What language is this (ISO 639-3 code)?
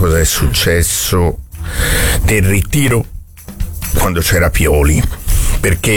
ita